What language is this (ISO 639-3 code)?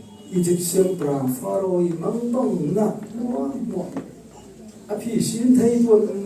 cfm